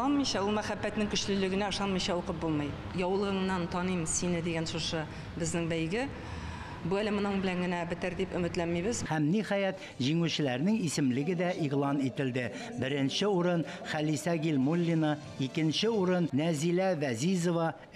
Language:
Tatar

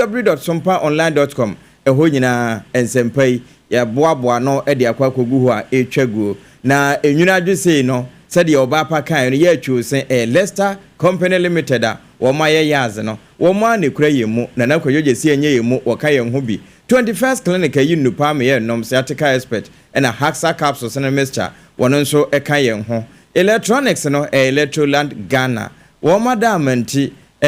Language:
Akan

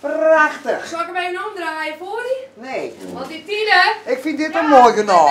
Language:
Western Frisian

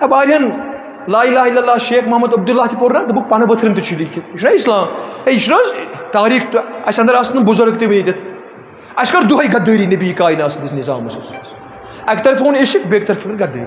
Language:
Kashmiri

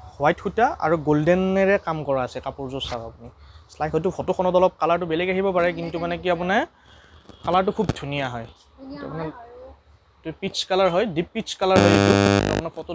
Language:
Assamese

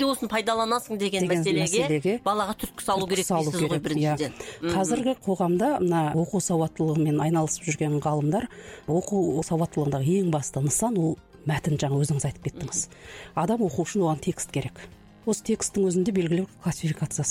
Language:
Kazakh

